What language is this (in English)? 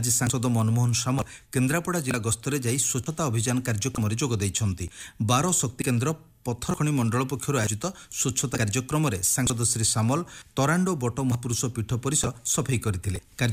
Odia